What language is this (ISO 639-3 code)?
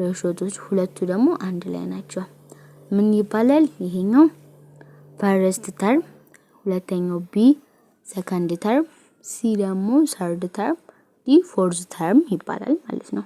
amh